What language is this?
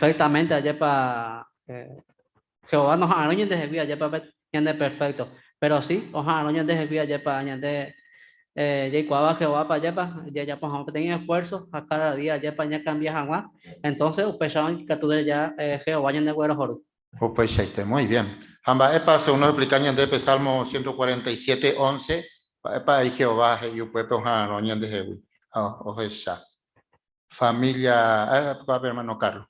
Guarani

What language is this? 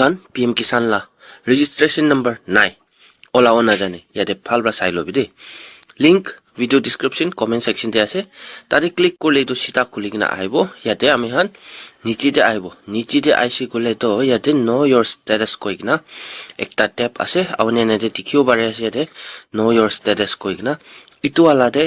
Naga Pidgin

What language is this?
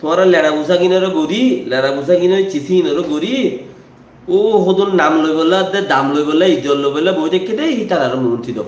Rohingya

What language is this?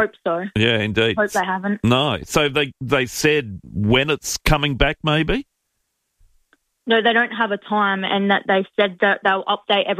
English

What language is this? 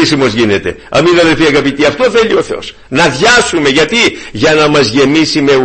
Greek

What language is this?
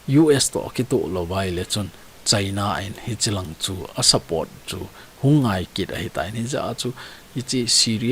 Thado Chin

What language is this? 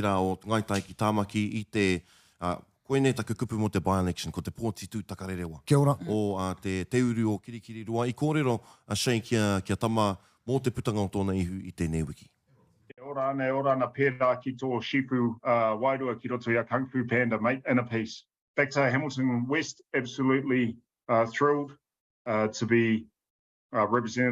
Māori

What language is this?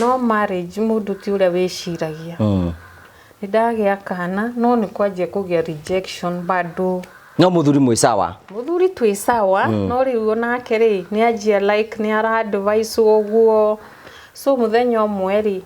Kikuyu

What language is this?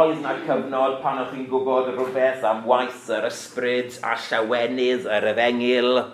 Welsh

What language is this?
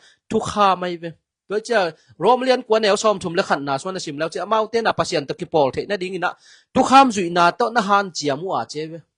Tedim Chin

